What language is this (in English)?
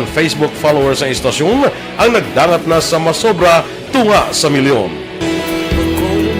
Hiligaynon